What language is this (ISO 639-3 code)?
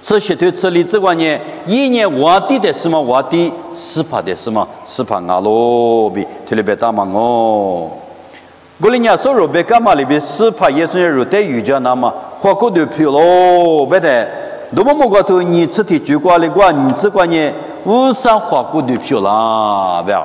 lis